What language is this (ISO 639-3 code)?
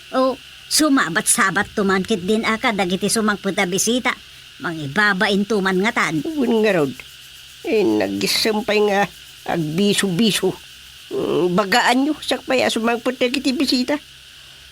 ilo